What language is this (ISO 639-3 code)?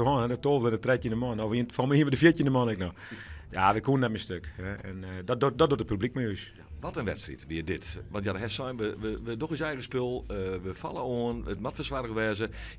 fry